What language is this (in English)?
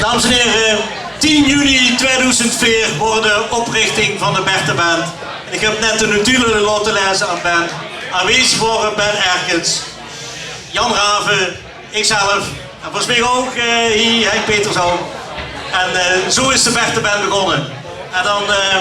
Limburgish